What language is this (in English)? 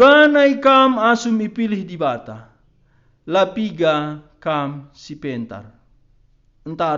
Batak Karo